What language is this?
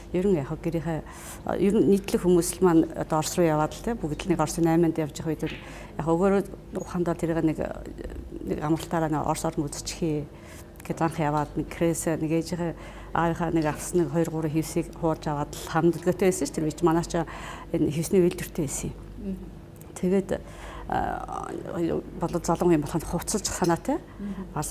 Mongolian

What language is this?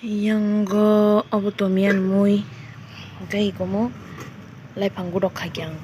Kok Borok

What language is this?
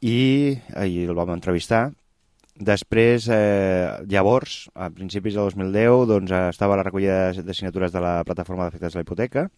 Catalan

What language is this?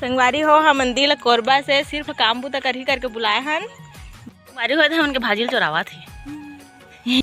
Chhattisgarhi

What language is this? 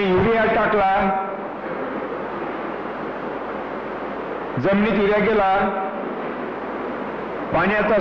Marathi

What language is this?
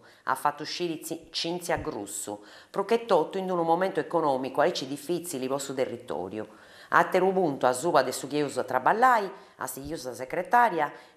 Sardinian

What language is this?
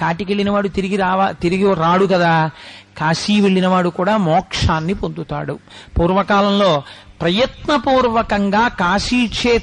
Telugu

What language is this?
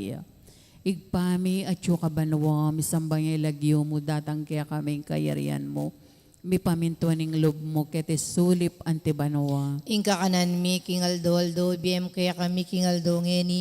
Pampanga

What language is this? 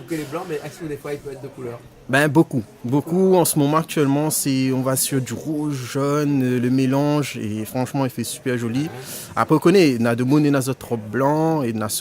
Réunion Creole French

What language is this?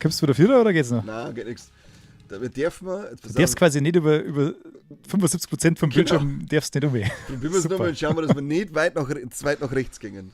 Bavarian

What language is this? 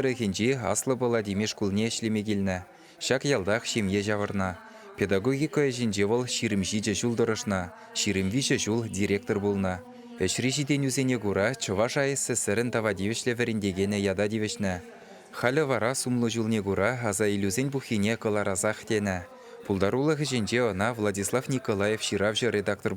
Chuvash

